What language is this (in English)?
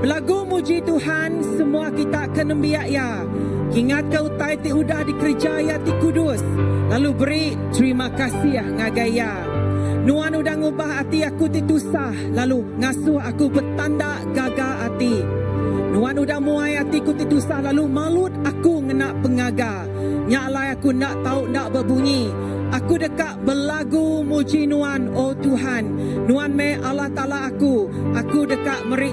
Iban